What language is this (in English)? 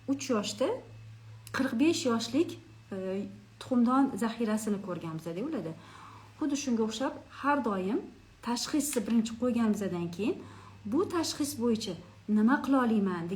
Uzbek